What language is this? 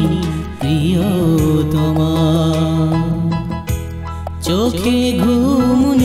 Bangla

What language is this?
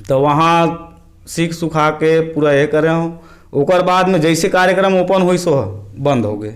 Chhattisgarhi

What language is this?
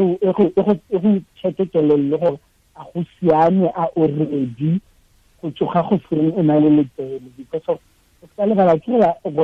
Tswana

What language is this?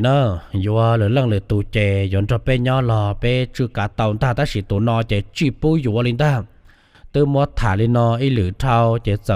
Hmong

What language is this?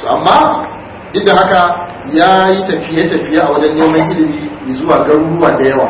Hausa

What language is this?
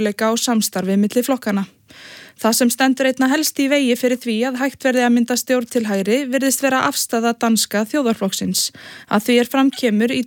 Icelandic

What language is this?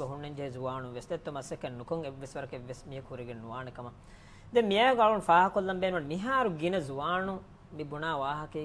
Divehi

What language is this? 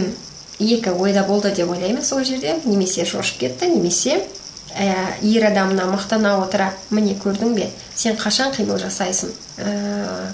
Kazakh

